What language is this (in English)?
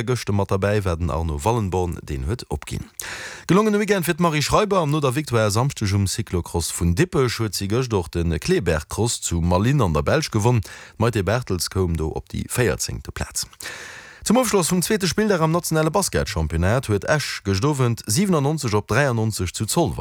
Luxembourgish